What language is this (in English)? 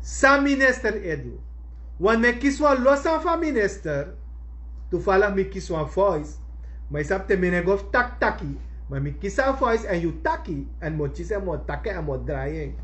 Sranan Tongo